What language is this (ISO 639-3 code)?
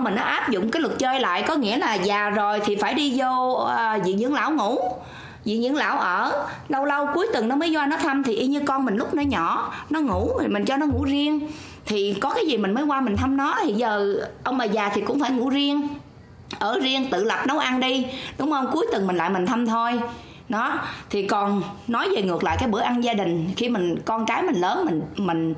vie